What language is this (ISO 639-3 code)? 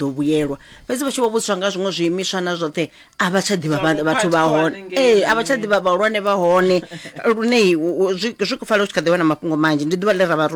ven